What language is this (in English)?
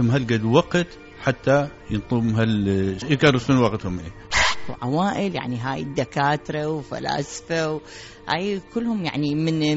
Mesopotamian Arabic